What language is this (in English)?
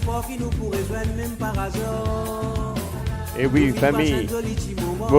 Morisyen